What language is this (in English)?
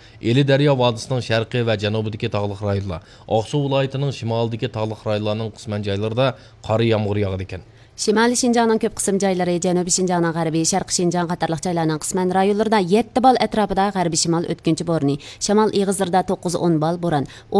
Uyghur